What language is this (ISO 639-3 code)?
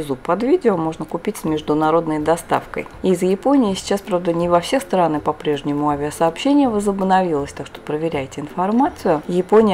rus